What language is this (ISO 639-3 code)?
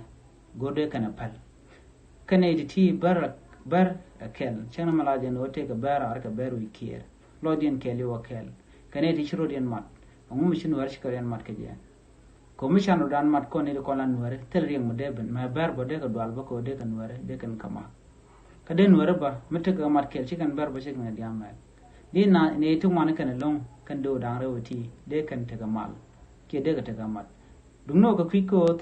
nus